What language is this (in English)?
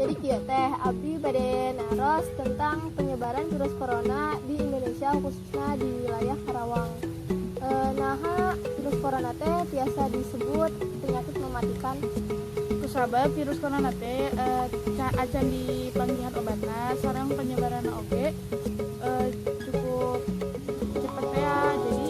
Sundanese